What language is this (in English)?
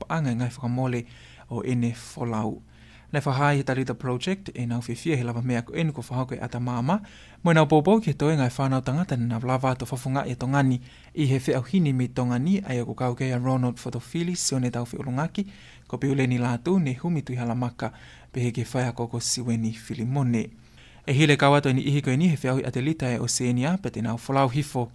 Tongan